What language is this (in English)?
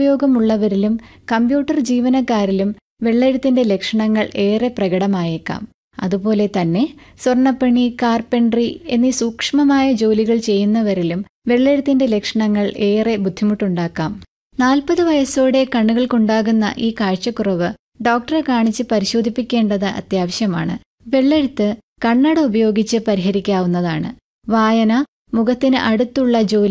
Malayalam